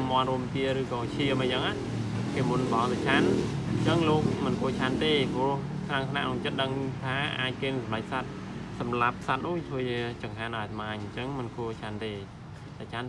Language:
Khmer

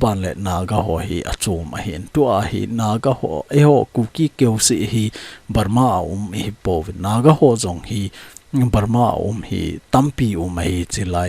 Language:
Thado Chin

